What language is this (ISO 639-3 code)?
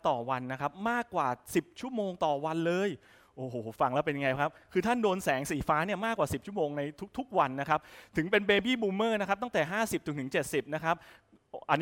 tha